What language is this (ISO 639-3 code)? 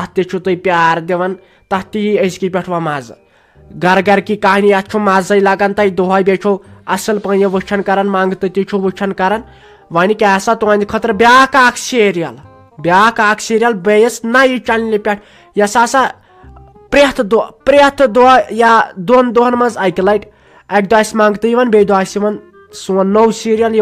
kas